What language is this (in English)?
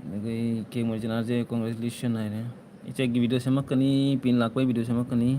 Manipuri